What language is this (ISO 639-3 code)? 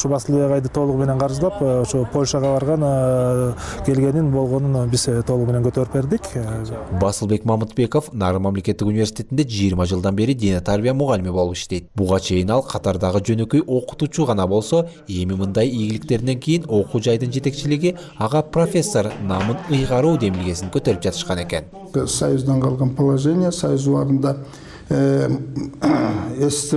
kir